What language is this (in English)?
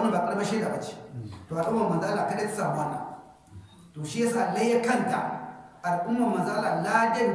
Hausa